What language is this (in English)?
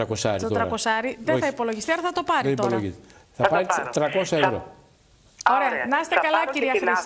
Greek